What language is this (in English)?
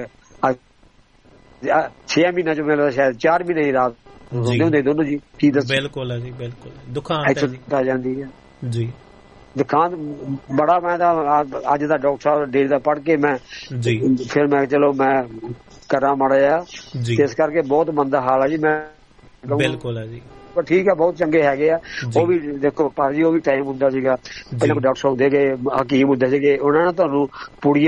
Punjabi